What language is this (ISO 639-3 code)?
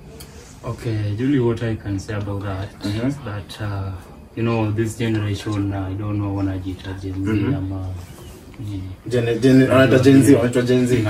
swa